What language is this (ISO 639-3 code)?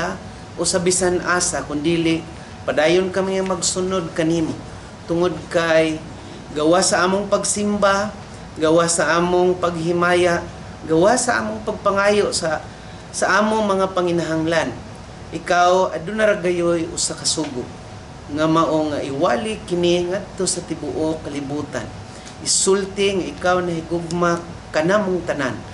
ceb